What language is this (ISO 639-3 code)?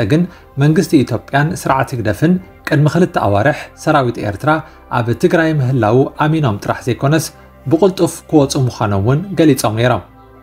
tir